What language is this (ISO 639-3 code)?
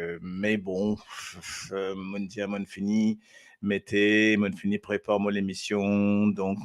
mfe